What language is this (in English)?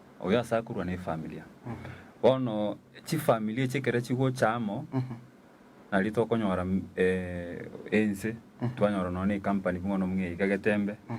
Gusii